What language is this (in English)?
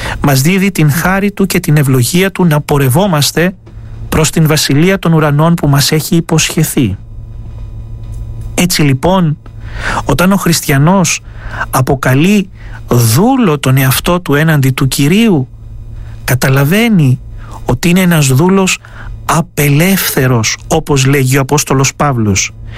Greek